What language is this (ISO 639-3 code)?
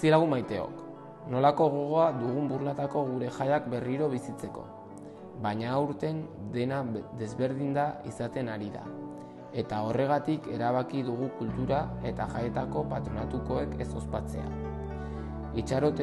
eus